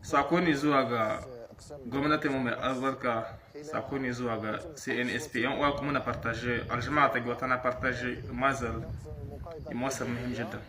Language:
Hausa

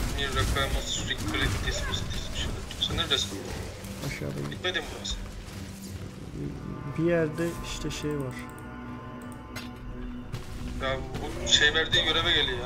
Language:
Turkish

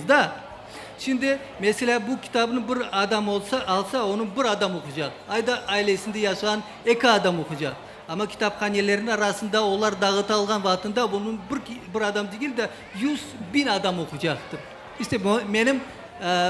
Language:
Crimean Tatar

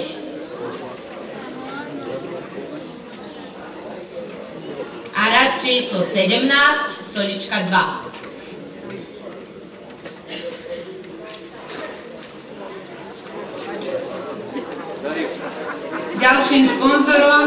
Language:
Slovak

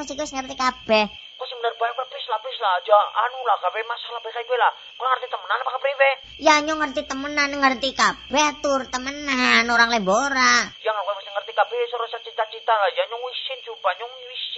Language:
Javanese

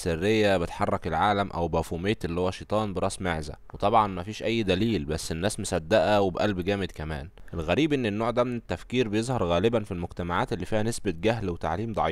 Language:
Egyptian Arabic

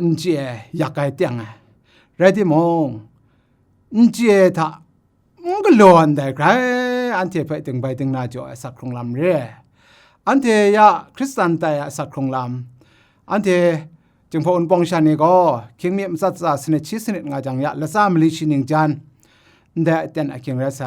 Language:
Kachin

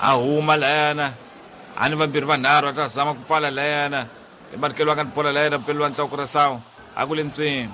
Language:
Tsonga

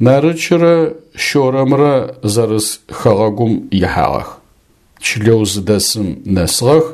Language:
Adyghe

